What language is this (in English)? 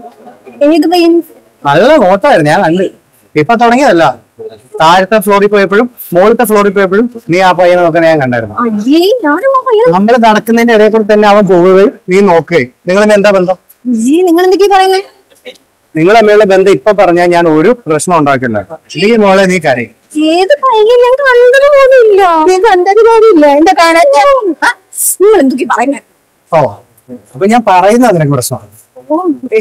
Malayalam